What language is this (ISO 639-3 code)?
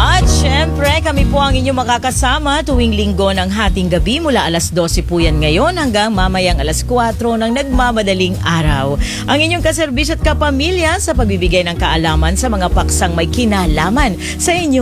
fil